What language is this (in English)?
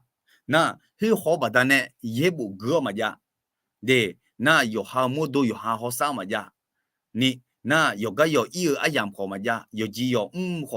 Akha